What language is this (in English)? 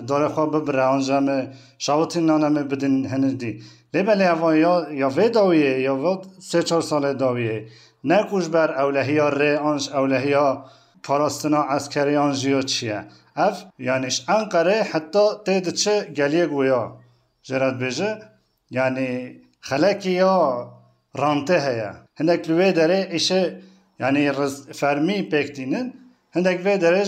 Kurdish